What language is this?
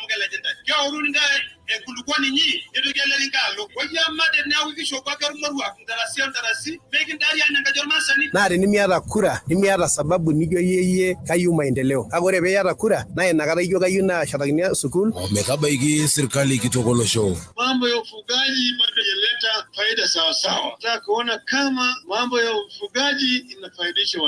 Masai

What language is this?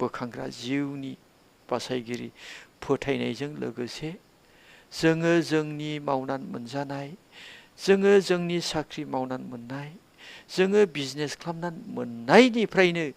Bodo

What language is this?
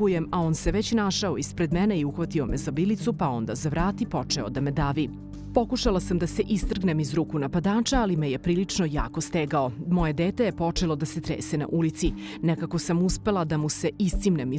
Serbian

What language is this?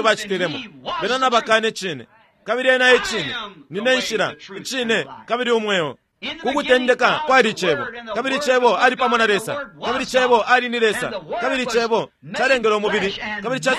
Bemba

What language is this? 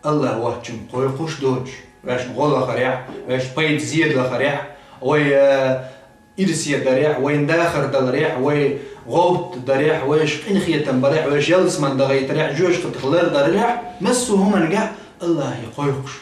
Chechen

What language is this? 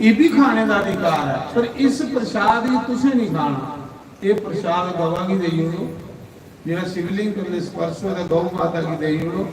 Dogri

